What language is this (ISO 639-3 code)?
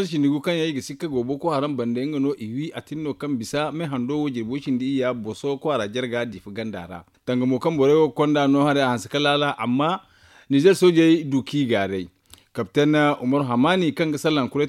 dje